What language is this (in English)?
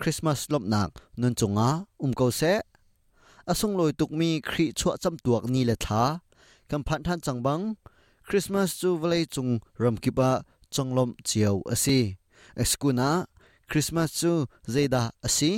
Hakha Chin